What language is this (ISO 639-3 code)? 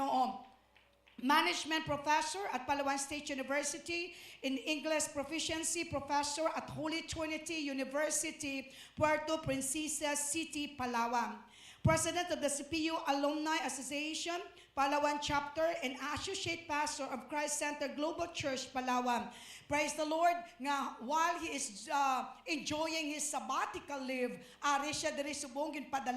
hil